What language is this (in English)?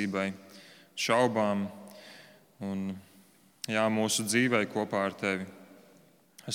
Latvian